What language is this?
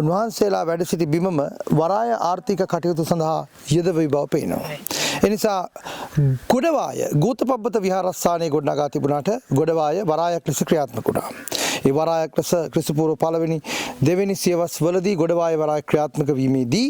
Sinhala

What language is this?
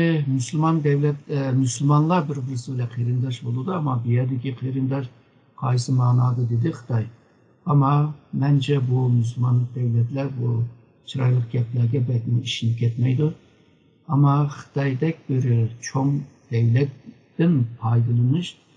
Uyghur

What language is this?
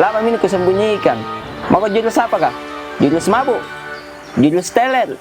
Makassar Malay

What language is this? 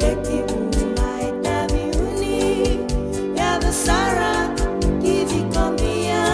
Fijian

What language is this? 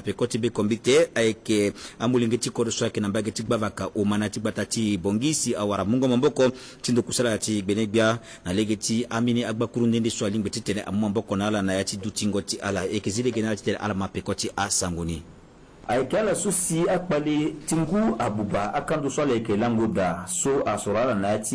Sango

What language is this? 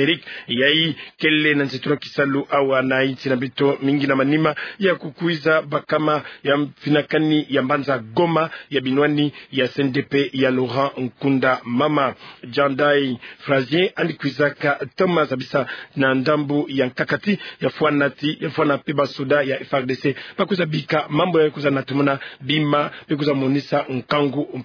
Kituba (Democratic Republic of Congo)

